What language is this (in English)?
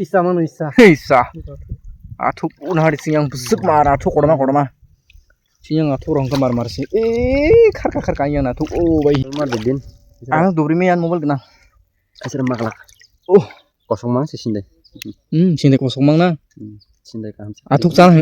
Kok Borok